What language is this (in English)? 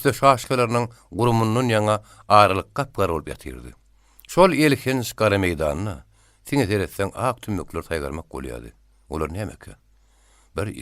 Turkmen